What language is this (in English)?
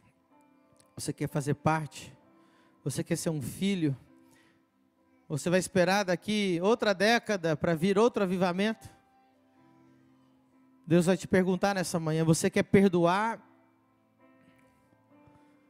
Portuguese